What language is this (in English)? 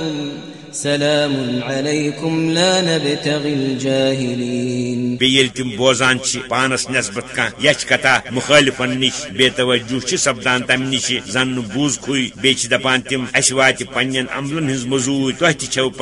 Kashmiri